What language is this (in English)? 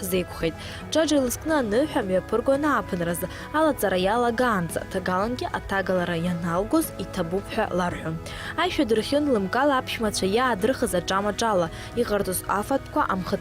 Abkhazian